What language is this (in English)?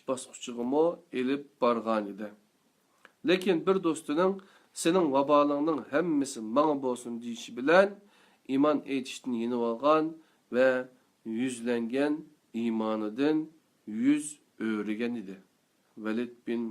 Uyghur